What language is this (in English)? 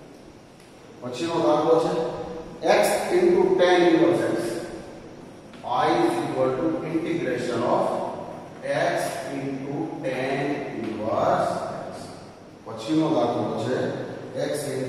Gujarati